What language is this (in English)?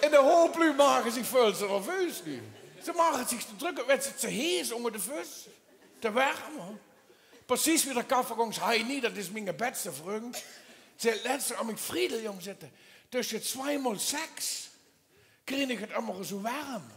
Limburgish